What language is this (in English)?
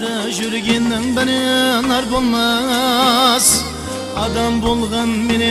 Kara-Kalpak